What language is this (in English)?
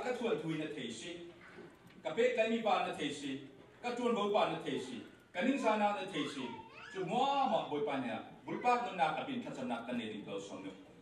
Falam Chin